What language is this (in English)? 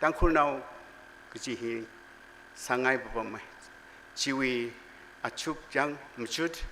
Tangkhul Naga (India)